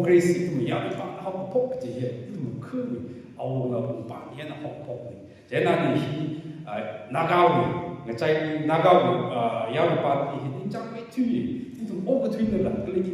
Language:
Tangkhul Naga (India)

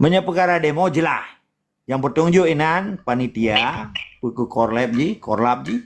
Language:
Achinese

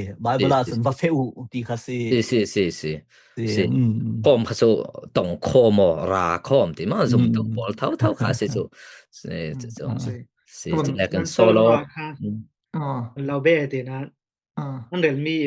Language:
Falam Chin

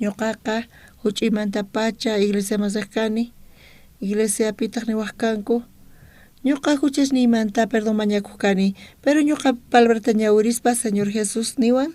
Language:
South Bolivian Quechua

